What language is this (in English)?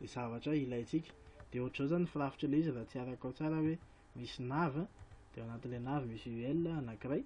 Malagasy